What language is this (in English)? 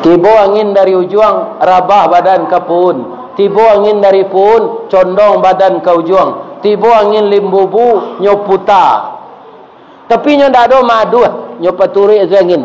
Minangkabau